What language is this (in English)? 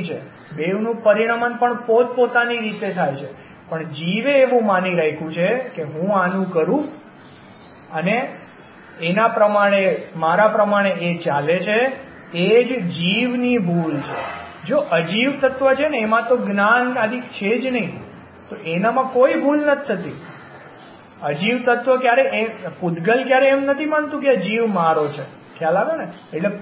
Gujarati